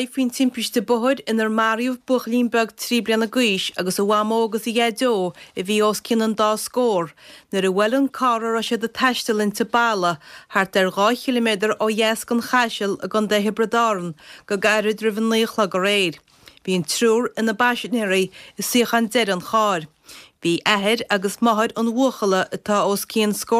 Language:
Irish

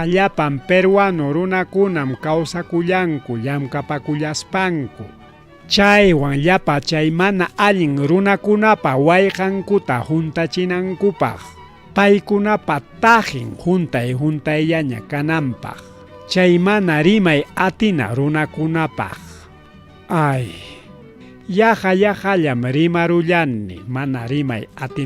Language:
Ayacucho Quechua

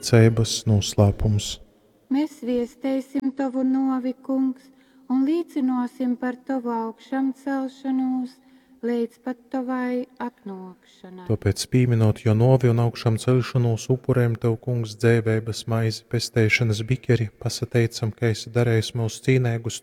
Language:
Latgalian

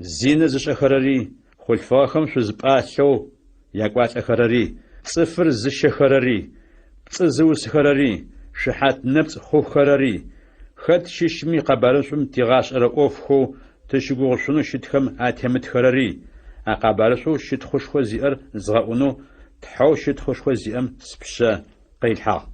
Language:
Adyghe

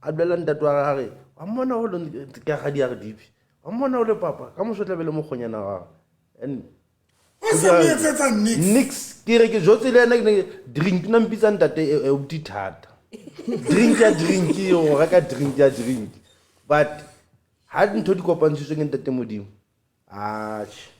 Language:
Southern Sotho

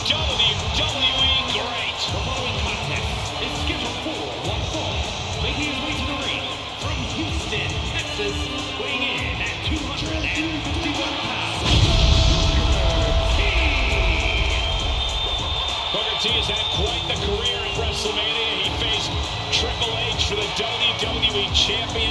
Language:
English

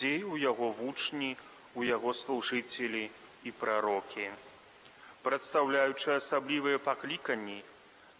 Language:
Belarusian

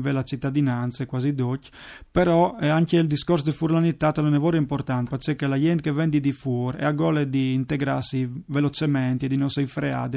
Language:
Friulian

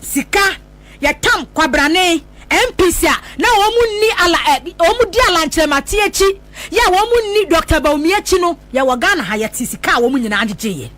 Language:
Akan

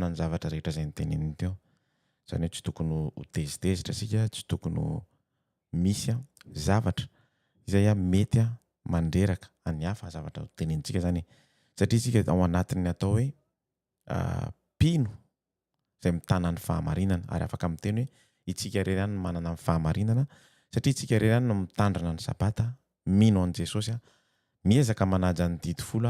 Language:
Malagasy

